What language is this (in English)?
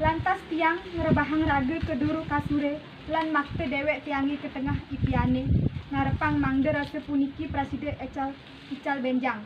Balinese